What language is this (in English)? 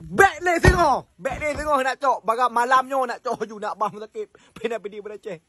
Achinese